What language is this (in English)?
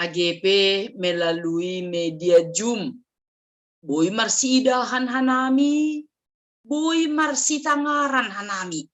Batak Simalungun